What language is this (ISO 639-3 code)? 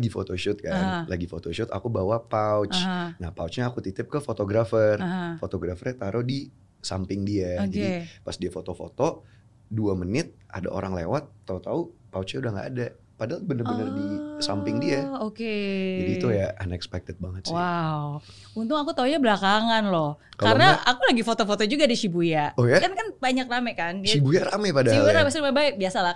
ind